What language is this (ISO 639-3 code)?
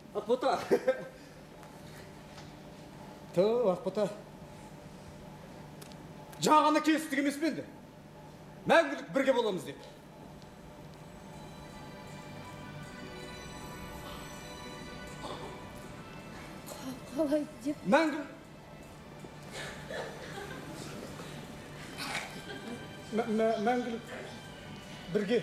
kaz